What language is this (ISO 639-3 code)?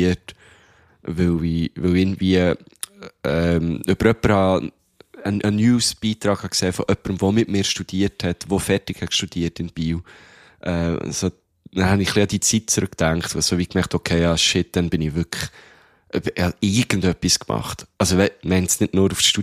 deu